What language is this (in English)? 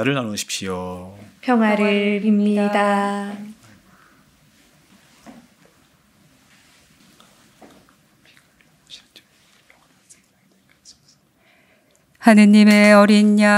Korean